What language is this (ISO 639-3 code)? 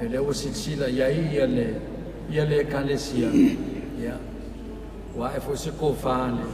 smo